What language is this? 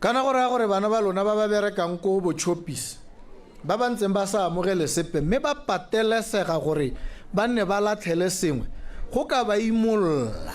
Tswana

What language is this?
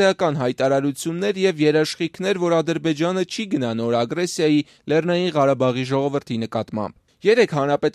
Armenian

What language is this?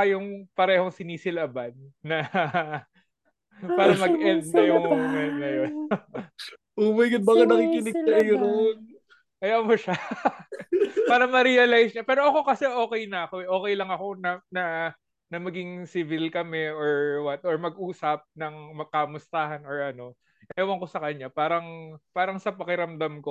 Filipino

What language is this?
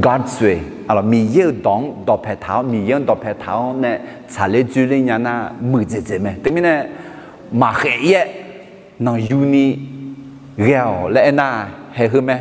Akha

